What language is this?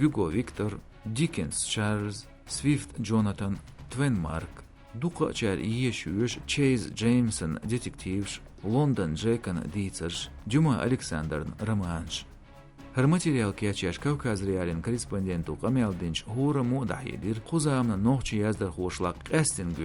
Chechen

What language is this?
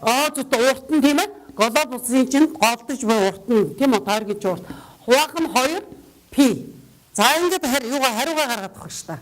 Mongolian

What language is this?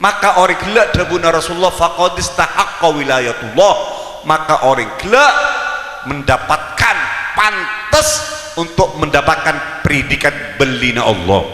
Madurese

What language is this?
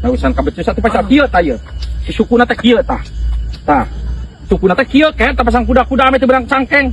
Sundanese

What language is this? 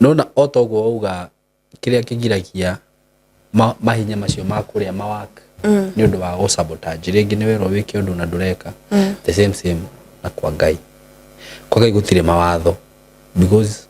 Kikuyu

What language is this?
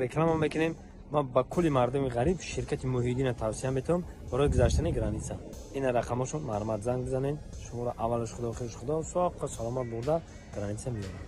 Tajik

